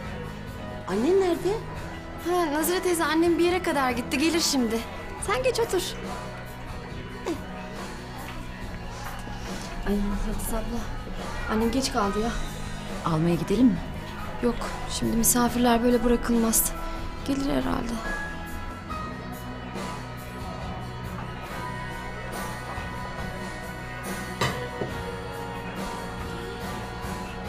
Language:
Turkish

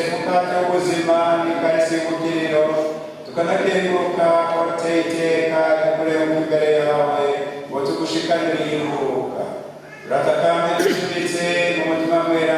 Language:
Rundi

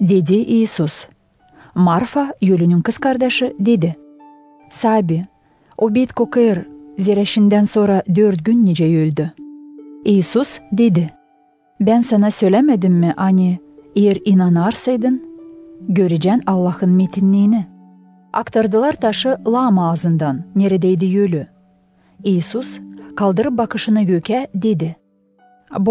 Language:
Gagauz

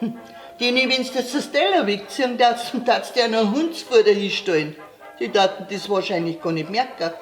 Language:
Bavarian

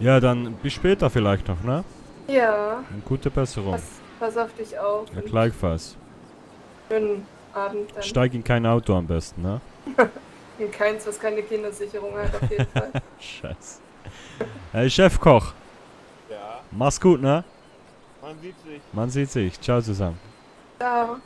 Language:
Swiss German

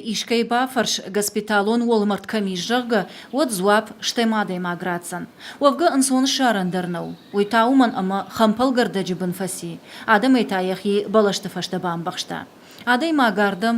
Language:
Ossetic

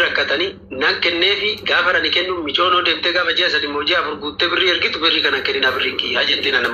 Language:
Oromo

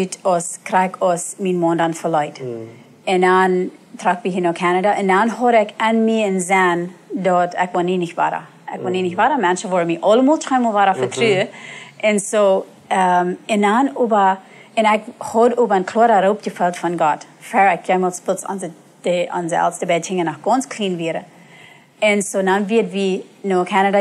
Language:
Plautdietsch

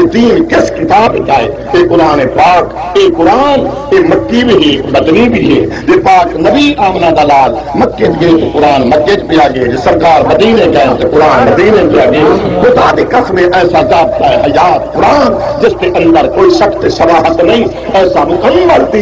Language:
Saraiki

